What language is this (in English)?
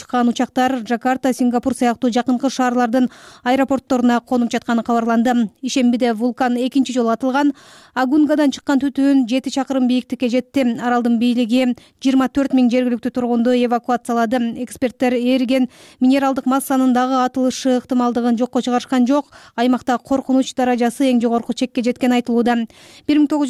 Kyrgyz